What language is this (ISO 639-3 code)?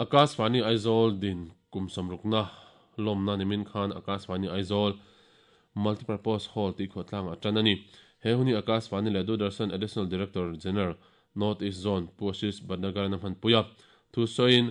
lus